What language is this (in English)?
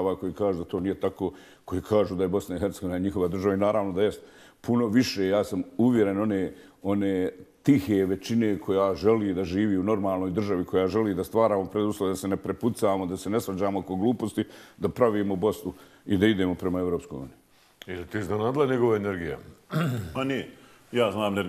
Bosnian